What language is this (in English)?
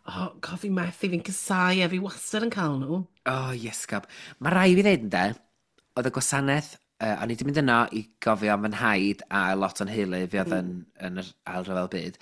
Welsh